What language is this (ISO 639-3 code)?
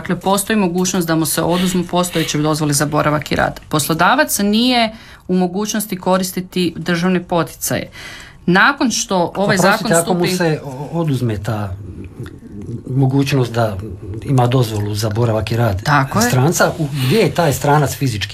hrv